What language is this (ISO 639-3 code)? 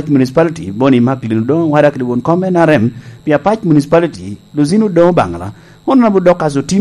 laj